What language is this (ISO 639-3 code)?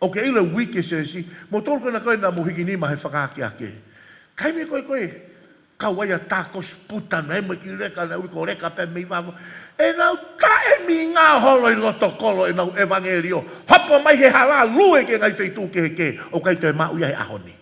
ton